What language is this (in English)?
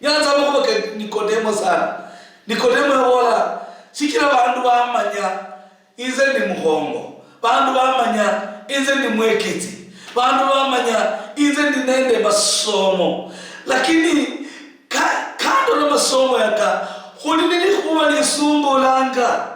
Luyia